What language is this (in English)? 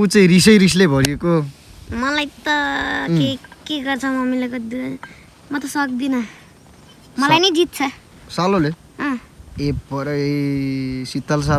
Nepali